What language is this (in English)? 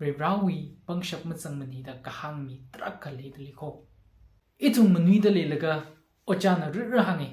Tangkhul Naga (India)